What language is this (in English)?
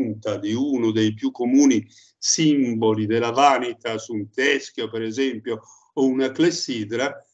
Italian